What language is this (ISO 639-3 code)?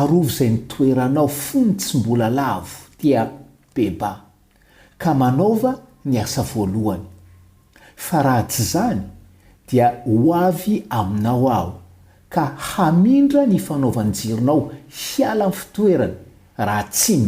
mlg